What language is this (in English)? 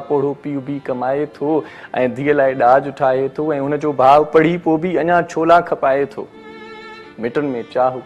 Sindhi